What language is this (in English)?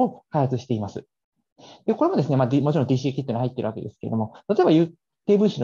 Japanese